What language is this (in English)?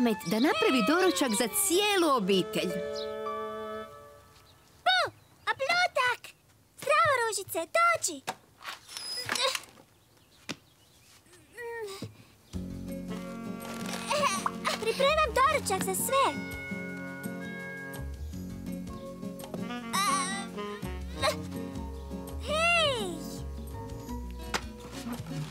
Croatian